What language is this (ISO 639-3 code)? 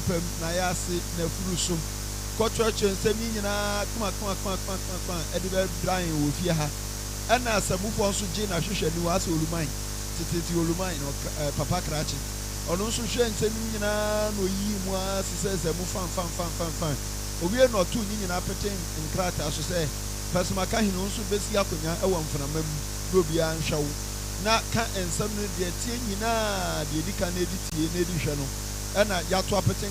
aka